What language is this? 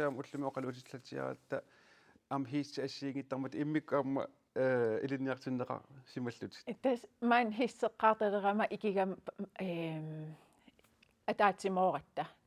Kalaallisut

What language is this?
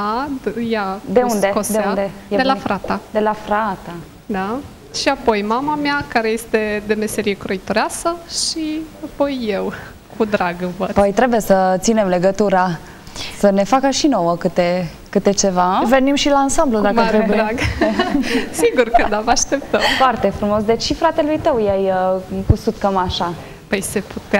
Romanian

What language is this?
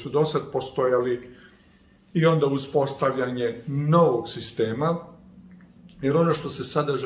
Serbian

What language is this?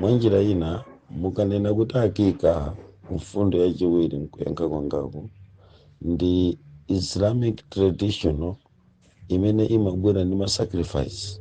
Nyanja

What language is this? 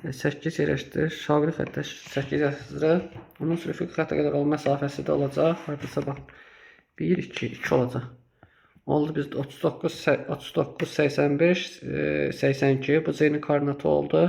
Azerbaijani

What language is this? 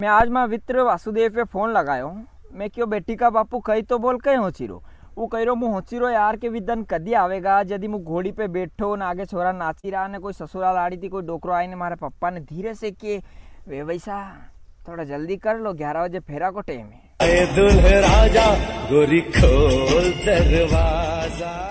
Rajasthani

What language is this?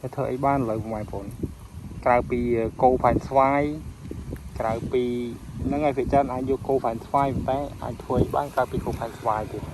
Khmer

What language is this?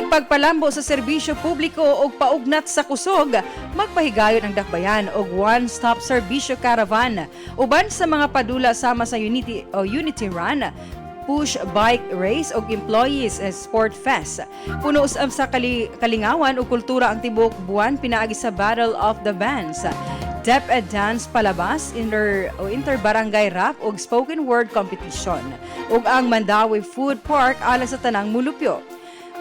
Cebuano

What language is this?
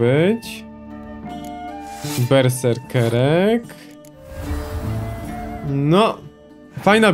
Polish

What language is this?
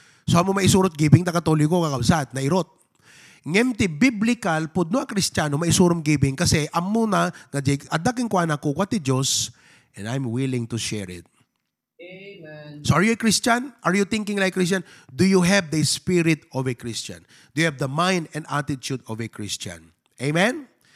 Iloko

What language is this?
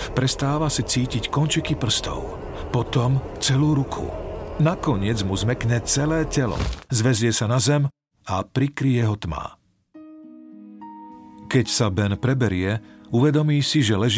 Slovak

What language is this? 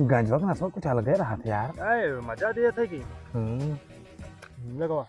Awadhi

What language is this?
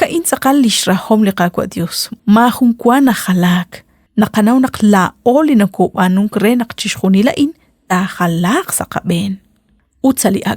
Kekchí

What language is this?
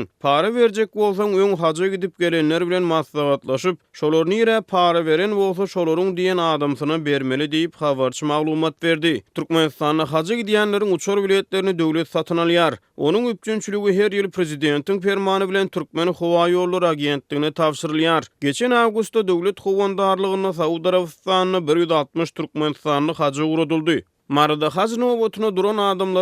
Turkmen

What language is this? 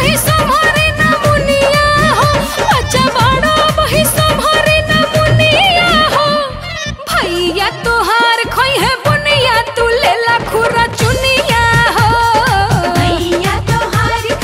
Bhojpuri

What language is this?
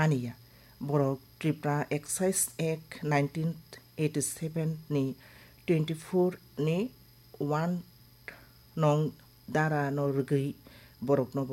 Kok Borok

